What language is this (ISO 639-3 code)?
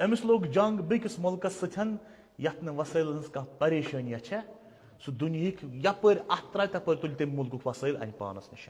kas